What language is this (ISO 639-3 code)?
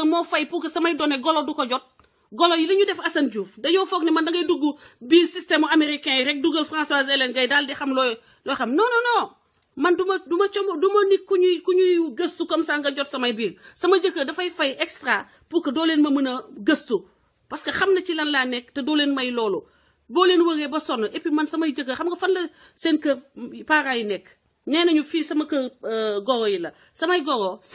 wol